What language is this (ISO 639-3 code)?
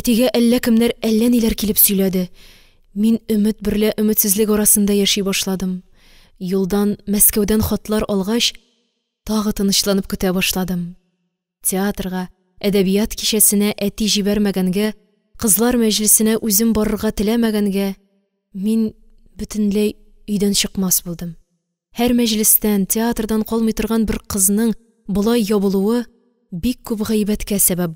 tat